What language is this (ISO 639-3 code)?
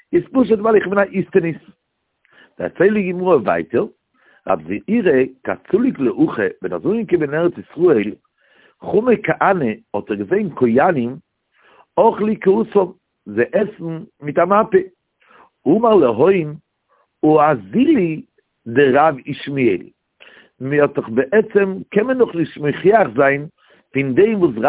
yid